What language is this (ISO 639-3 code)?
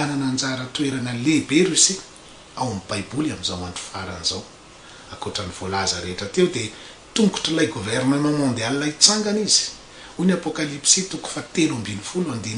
mlg